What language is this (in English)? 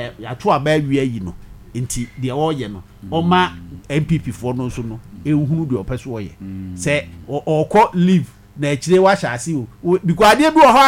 Akan